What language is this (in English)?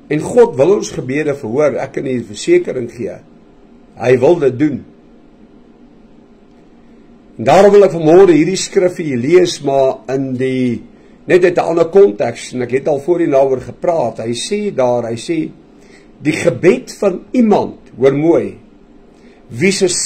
Afrikaans